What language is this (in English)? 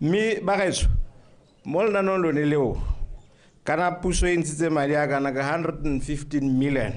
Tswana